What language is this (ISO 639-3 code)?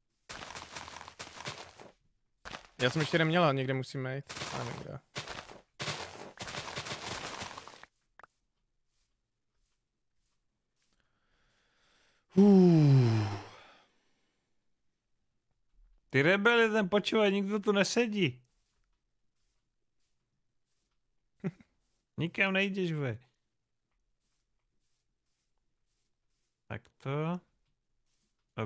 ces